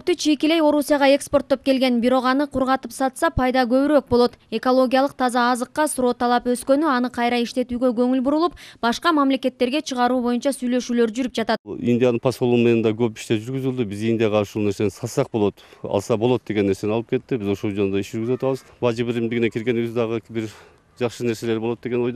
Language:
Kyrgyz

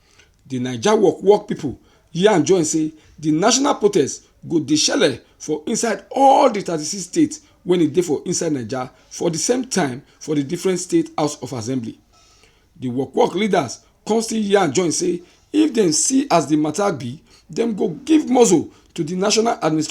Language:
Nigerian Pidgin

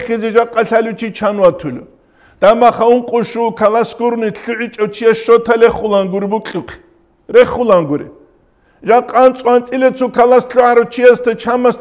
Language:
Avaric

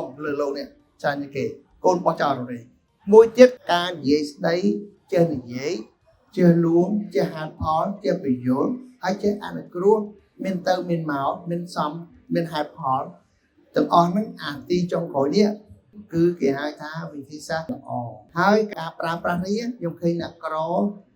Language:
Khmer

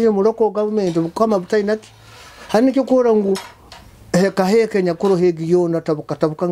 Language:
Nyoro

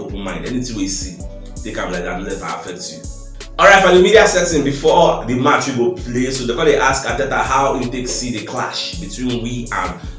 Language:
Nigerian Pidgin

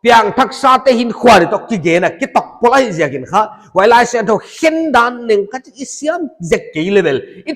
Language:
Paite Chin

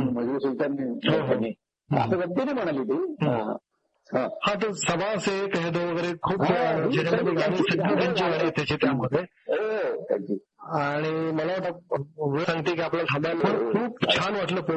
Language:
Marathi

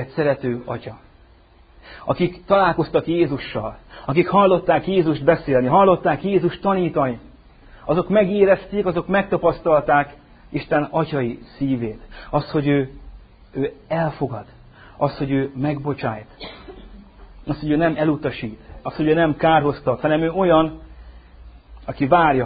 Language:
Hungarian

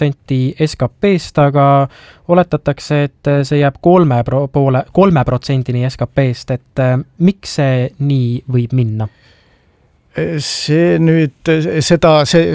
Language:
Estonian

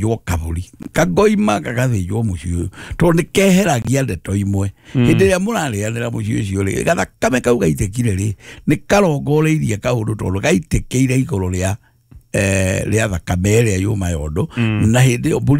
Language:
Kikuyu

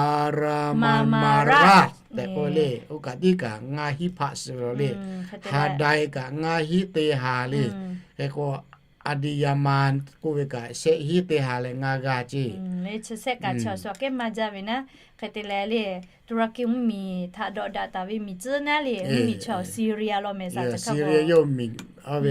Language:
Lahu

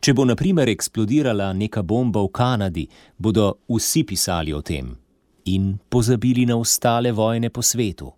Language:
Slovenian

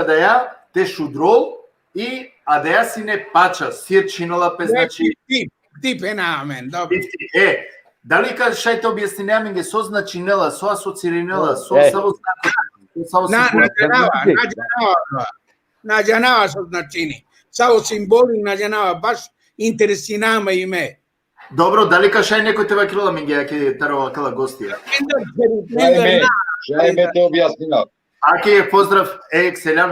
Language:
Balkan Romani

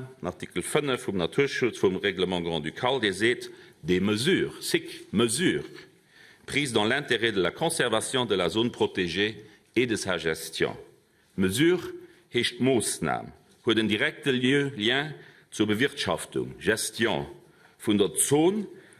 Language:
Luxembourgish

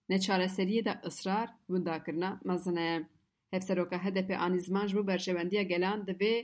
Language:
Kurdish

